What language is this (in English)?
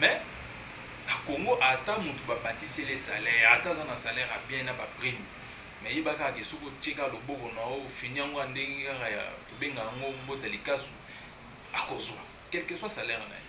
Lingala